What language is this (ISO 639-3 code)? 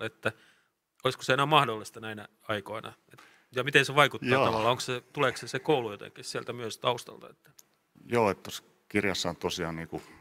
fin